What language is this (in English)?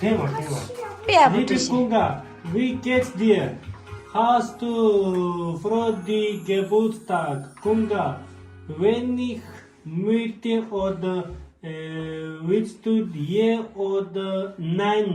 Tibetan